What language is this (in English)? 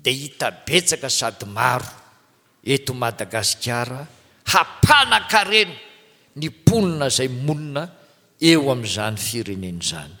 Malagasy